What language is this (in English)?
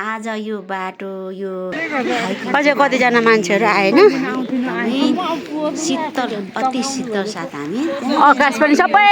Nepali